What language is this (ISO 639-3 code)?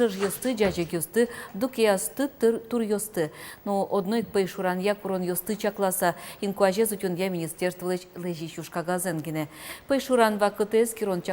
udm